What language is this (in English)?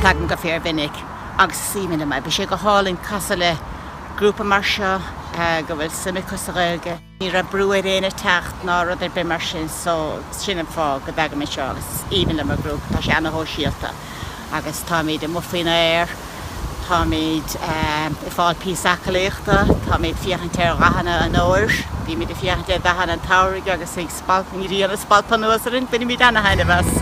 Irish